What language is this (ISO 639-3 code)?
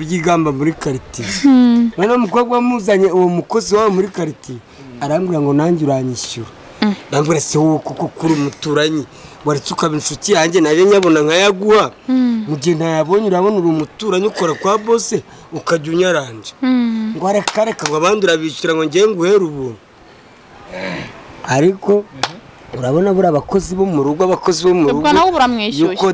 kin